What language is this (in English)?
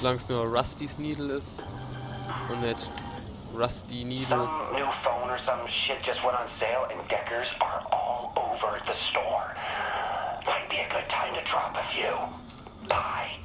Palatine German